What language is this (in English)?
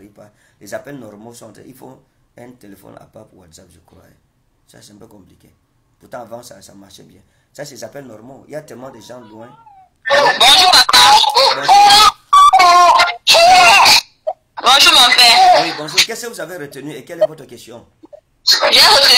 French